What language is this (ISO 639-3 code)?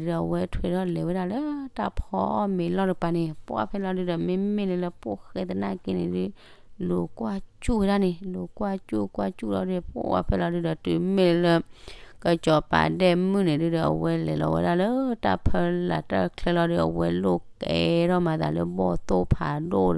ksw